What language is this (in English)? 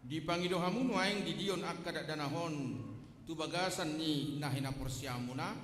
Batak Toba